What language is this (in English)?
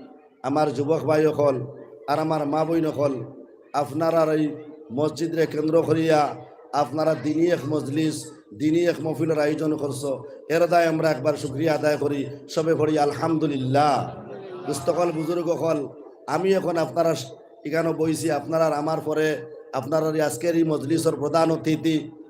Sylheti